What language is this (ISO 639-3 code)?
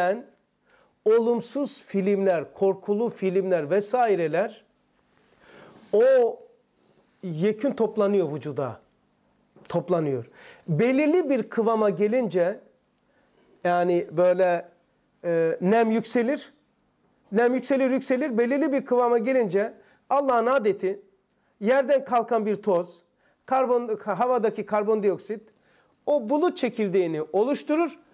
tur